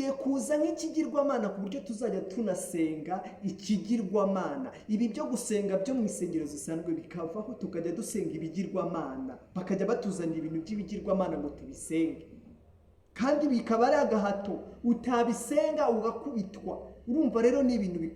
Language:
Kinyarwanda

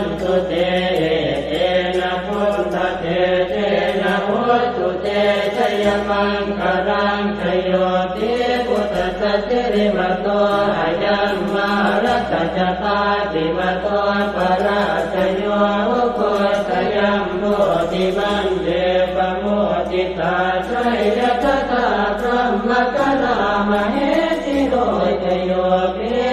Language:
Pali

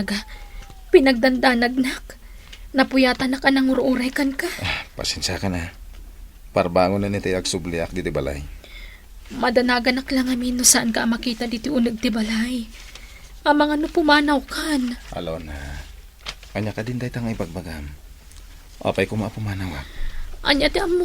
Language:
Iloko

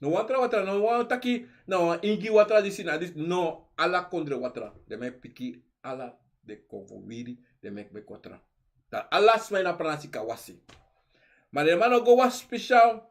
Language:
Sranan Tongo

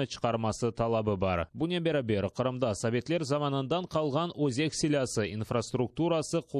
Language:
Crimean Tatar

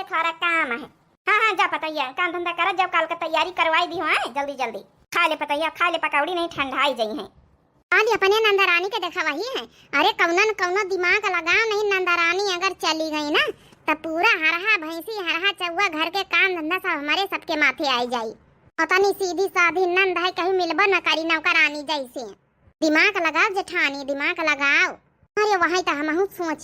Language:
Awadhi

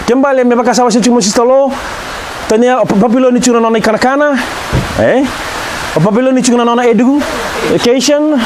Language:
Fijian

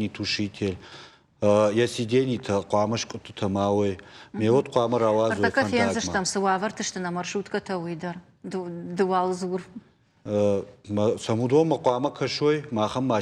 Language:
Ossetic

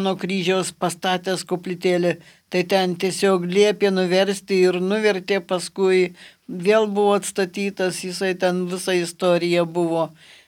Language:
Lithuanian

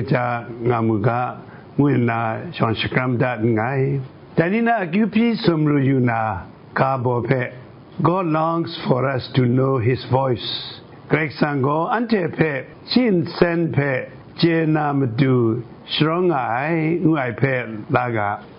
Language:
Kachin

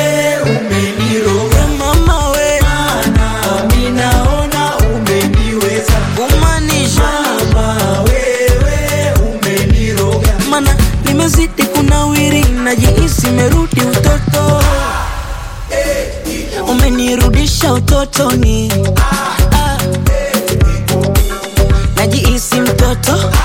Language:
Swahili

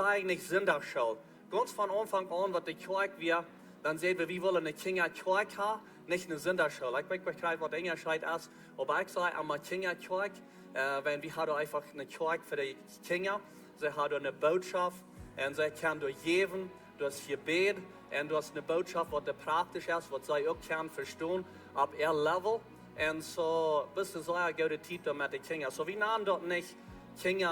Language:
Plautdietsch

